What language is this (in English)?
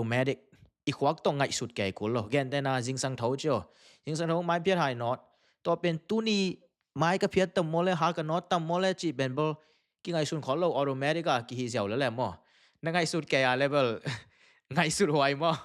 Tedim Chin